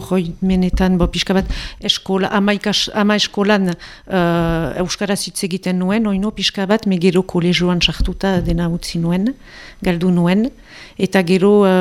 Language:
Basque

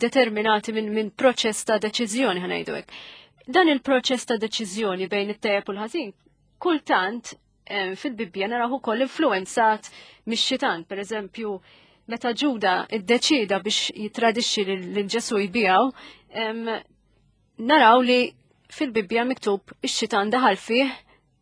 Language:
Maltese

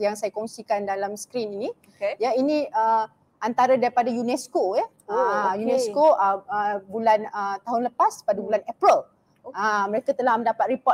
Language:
Malay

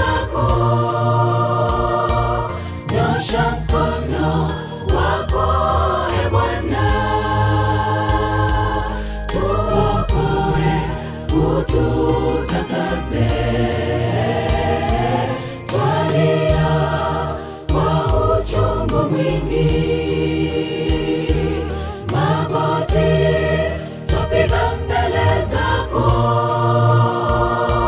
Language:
Swahili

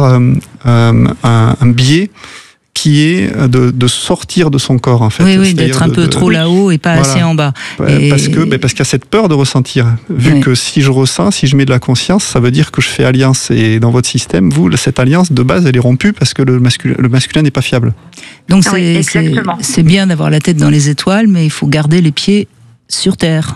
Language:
French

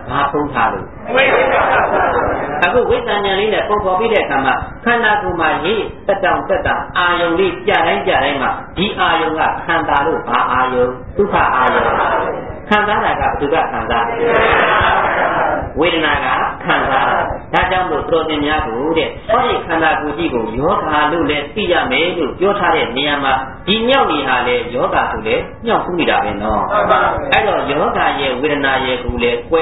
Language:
Burmese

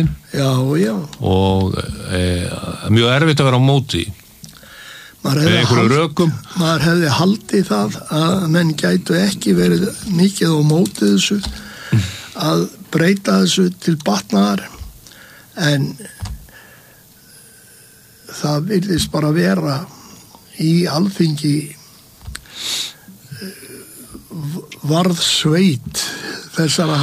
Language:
Icelandic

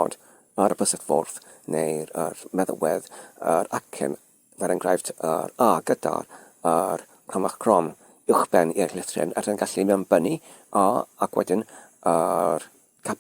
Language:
Welsh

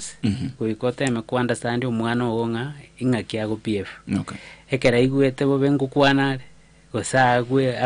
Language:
Gusii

